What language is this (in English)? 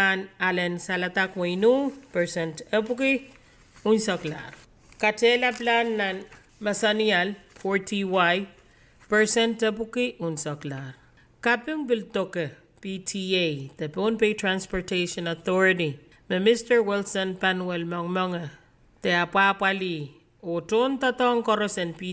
Pohnpeian